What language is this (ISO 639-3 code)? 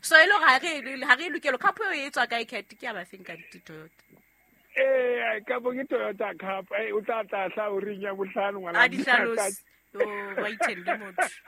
sot